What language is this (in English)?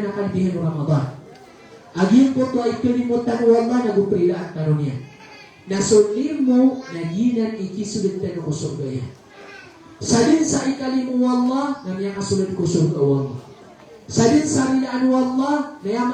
Maranao